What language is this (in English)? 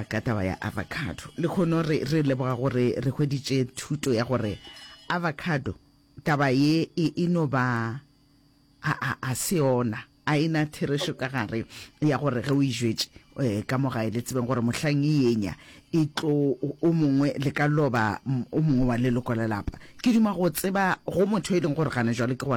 Northern Sotho